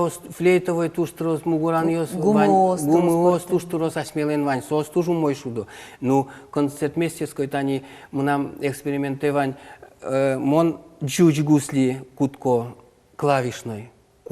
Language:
Udmurt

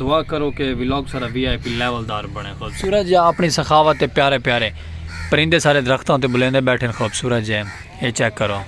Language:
Saraiki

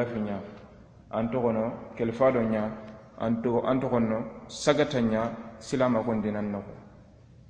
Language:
Soninke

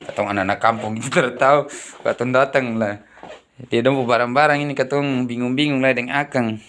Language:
Ambonese Malay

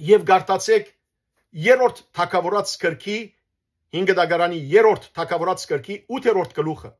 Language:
Western Armenian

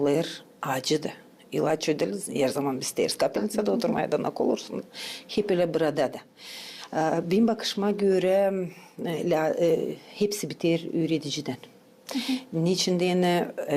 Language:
Gagauz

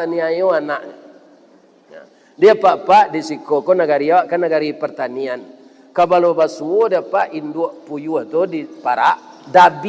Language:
Minangkabau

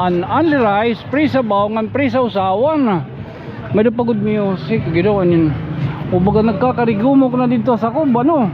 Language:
Waray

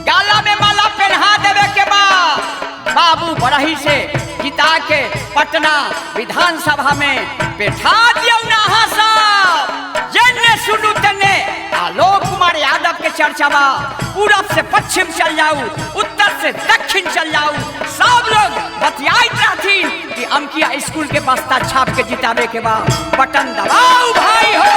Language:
Maithili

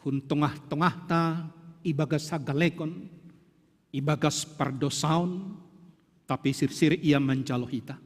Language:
Batak Simalungun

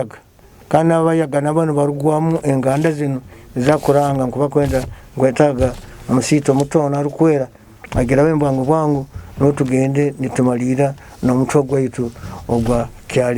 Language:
Nyoro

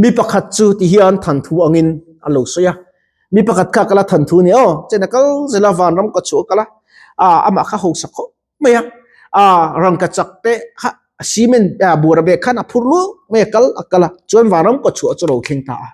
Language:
Mizo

